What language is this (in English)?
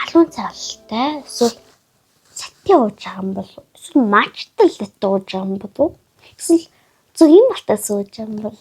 Mongolian